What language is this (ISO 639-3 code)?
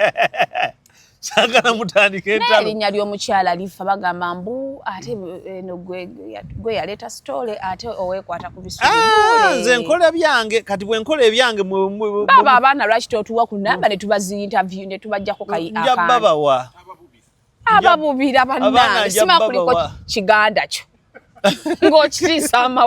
lug